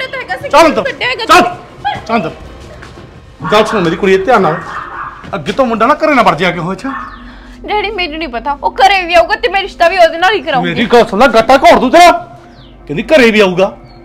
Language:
Punjabi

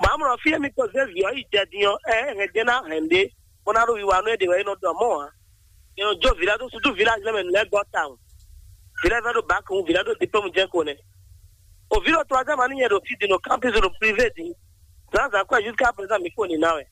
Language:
Fon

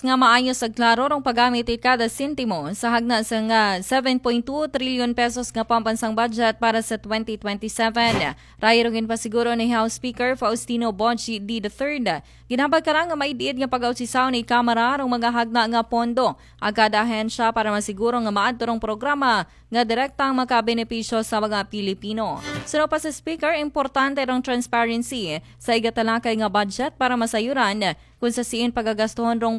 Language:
Aklanon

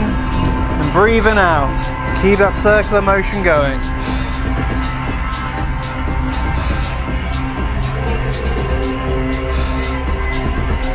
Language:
English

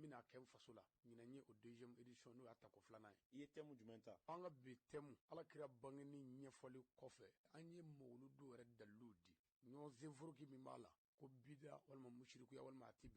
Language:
Bambara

